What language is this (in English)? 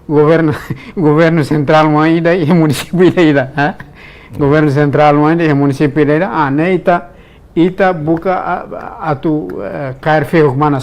Tetum